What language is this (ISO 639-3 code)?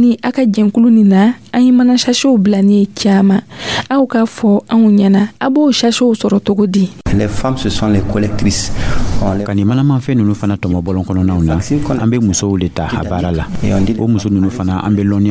dyu